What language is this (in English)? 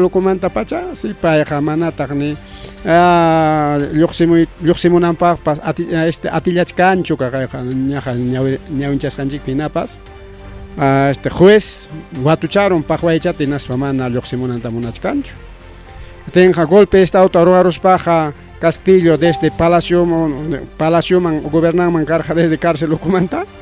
Ayacucho Quechua